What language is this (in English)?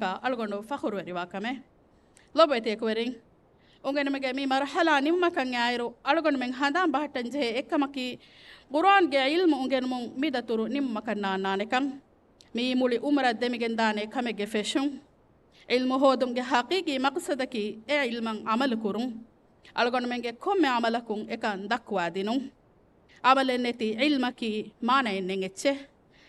Divehi